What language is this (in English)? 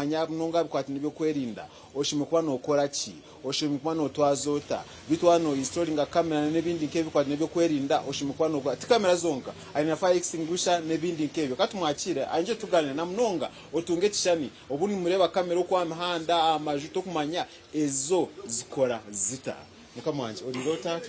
Nyankole